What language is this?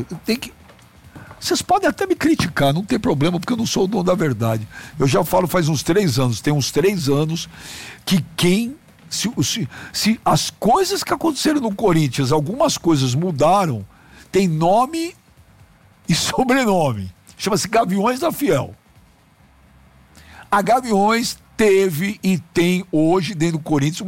Portuguese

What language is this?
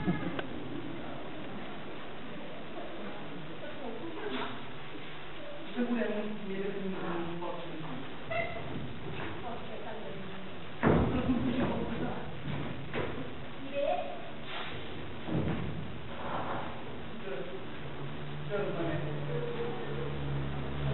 Catalan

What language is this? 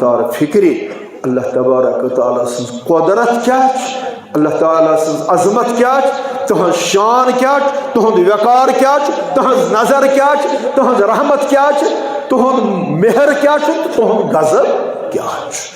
Kashmiri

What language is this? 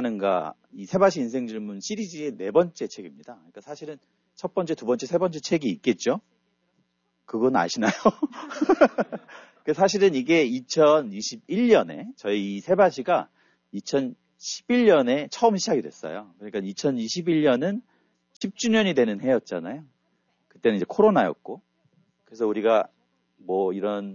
Korean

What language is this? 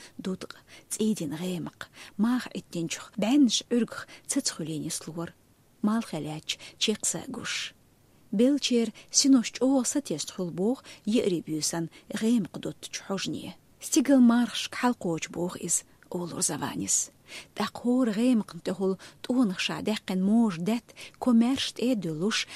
Chechen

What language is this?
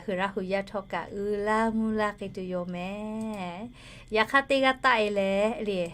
Lahu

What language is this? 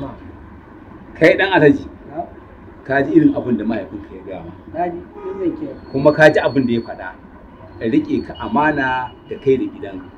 Hausa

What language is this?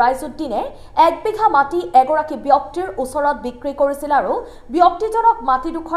Assamese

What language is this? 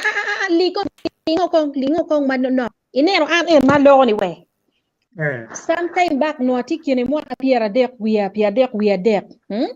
Acoli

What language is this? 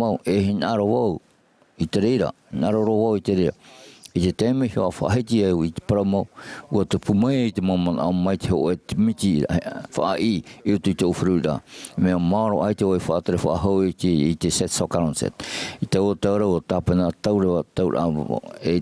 Tahitian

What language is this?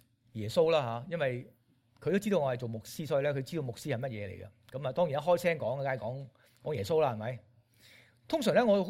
Cantonese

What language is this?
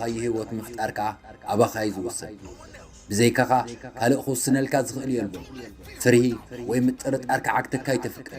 Tigrinya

